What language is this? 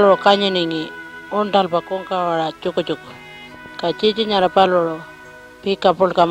Pitjantjatjara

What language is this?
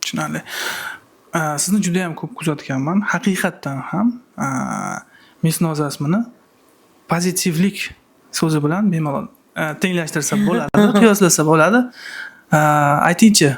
Uzbek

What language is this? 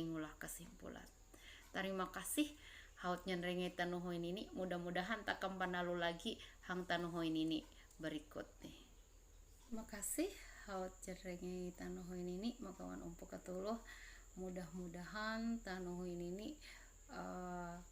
Ma'anyan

